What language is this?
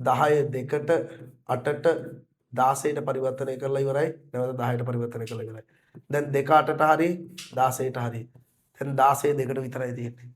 Sinhala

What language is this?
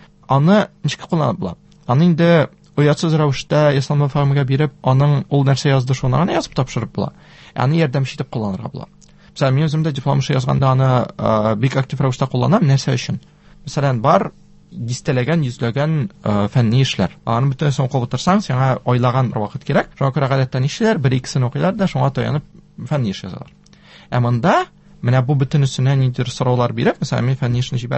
Tatar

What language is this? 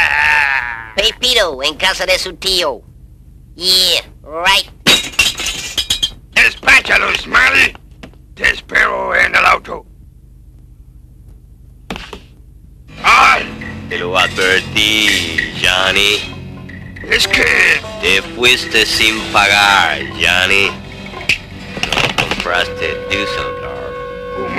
Spanish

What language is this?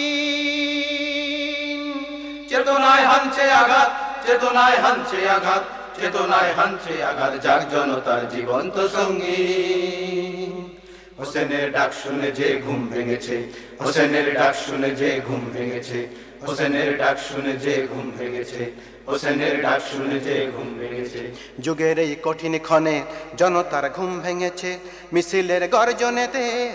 Bangla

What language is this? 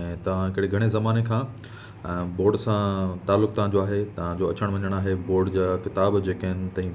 Sindhi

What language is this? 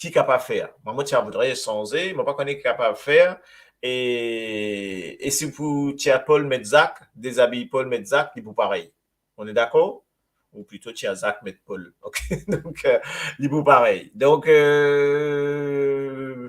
Morisyen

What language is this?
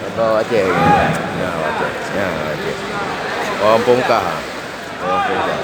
Achinese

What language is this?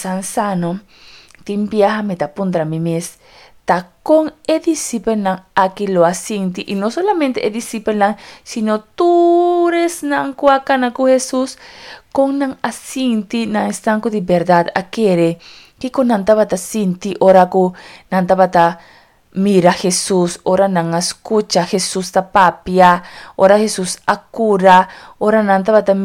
Papiamento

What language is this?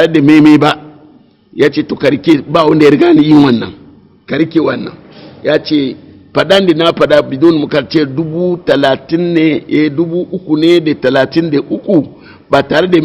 Hausa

